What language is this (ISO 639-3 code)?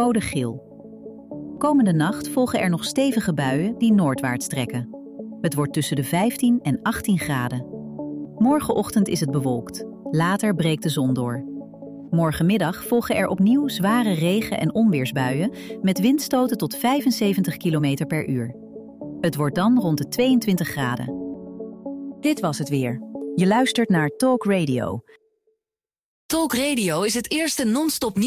nld